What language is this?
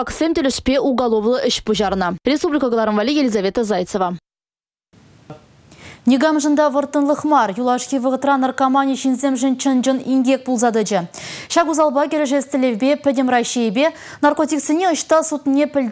Chuvash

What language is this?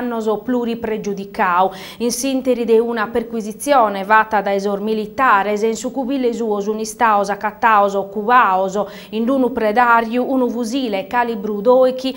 Sardinian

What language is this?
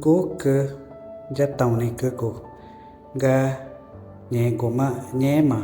Ticuna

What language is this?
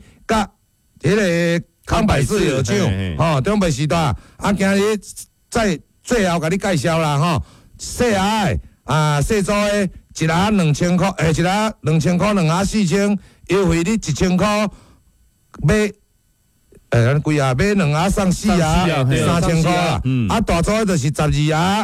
Min Nan Chinese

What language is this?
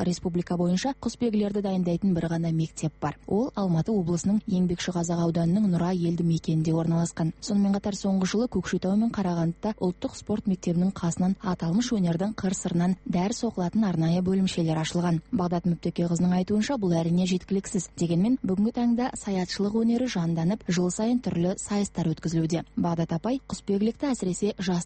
Kazakh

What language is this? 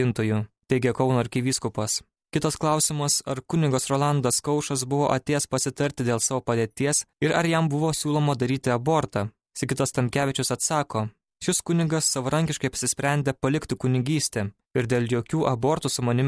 Lithuanian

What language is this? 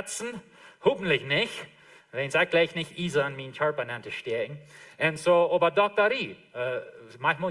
Plautdietsch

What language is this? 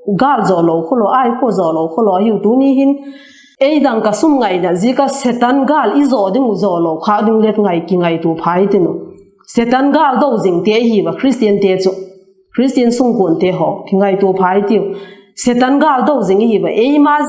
Vaiphei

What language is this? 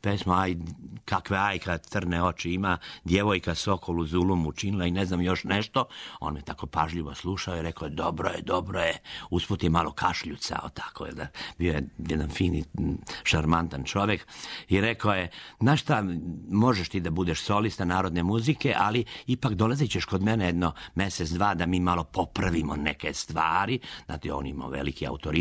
Serbian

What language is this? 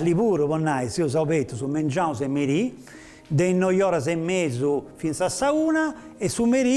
Sardinian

